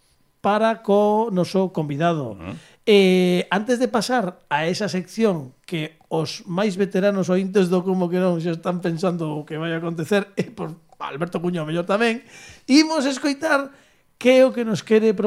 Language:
Galician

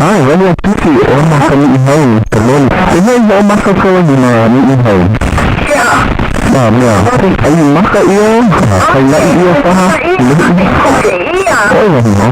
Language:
Hawaiian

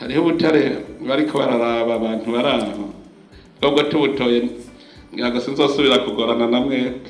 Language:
Rundi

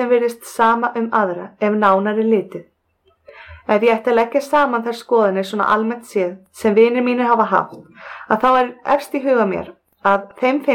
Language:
Icelandic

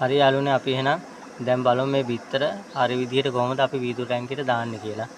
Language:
Sinhala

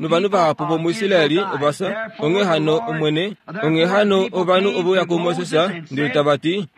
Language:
Kuanyama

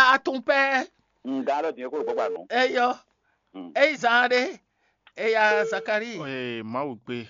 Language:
Fon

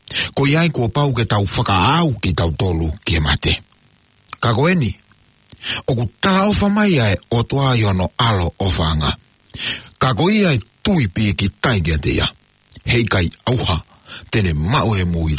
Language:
Tongan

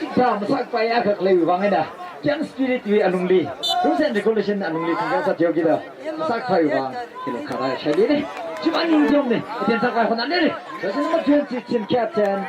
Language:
Tangkhul Naga (India)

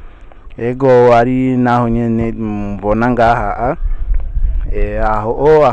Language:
Rundi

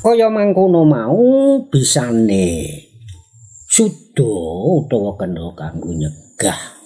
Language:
Javanese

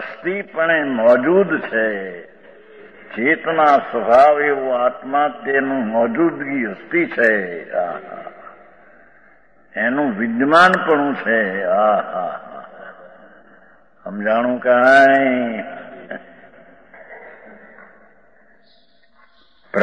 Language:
Gujarati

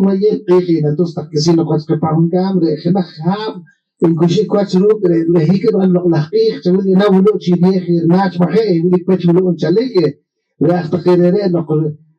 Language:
Poqomchi'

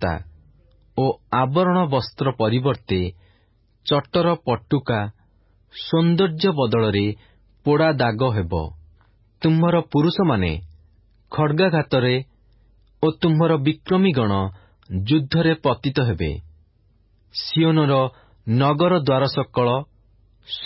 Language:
Odia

